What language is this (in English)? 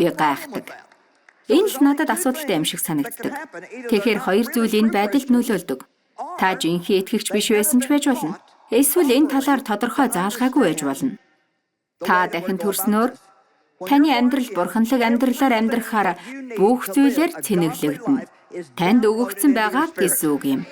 Mongolian